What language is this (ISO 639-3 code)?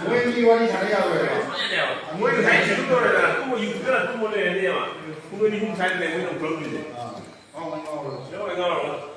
mni